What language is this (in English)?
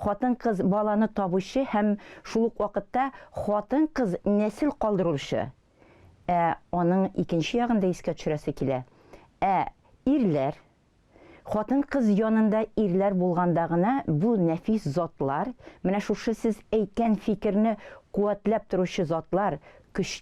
Tatar